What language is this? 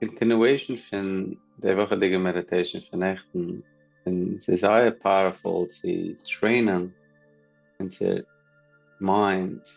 Yiddish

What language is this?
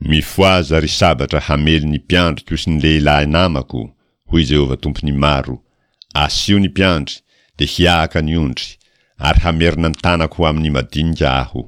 Malagasy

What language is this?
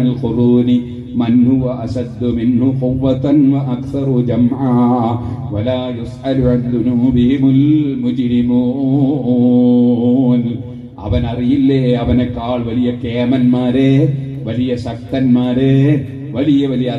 Malayalam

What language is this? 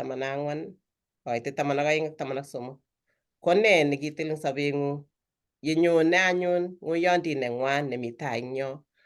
Kalenjin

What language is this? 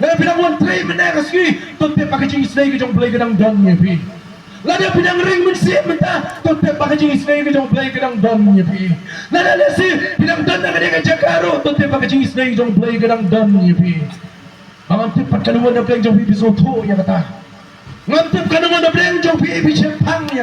Khasi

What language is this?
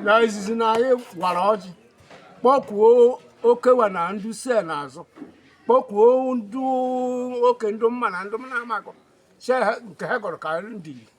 Igbo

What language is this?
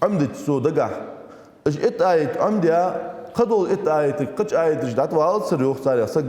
Ingush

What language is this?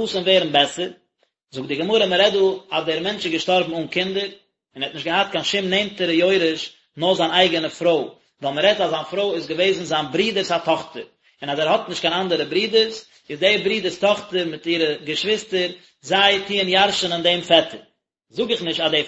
Yiddish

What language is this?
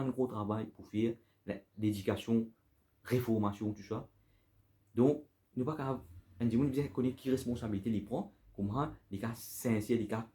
Morisyen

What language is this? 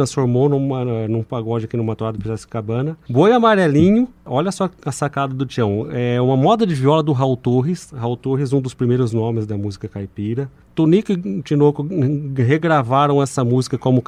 Portuguese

